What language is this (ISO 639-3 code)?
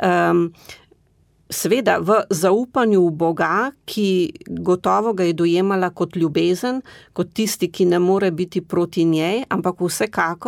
slv